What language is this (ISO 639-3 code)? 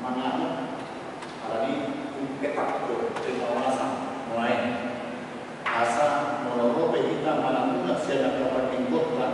bbc